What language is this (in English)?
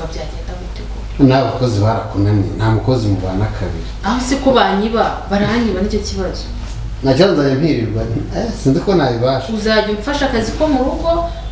Kinyarwanda